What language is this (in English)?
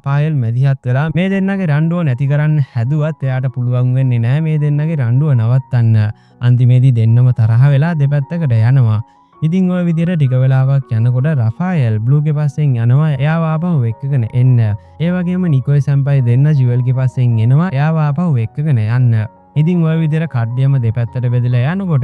Sinhala